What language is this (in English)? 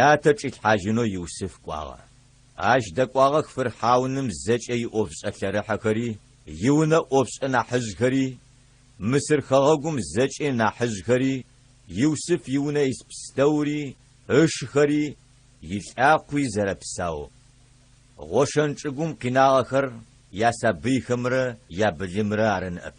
Adyghe